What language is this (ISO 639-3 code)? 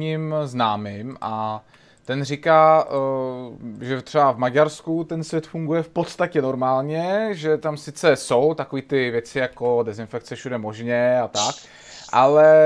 ces